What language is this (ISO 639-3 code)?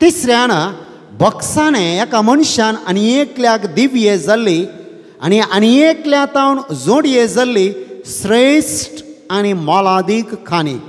kok